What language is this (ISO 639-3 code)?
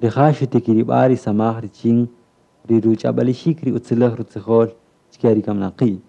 cak